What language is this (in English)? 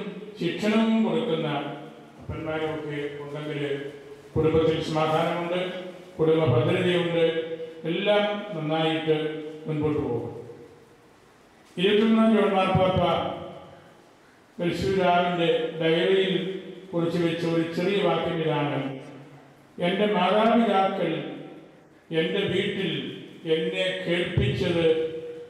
Malayalam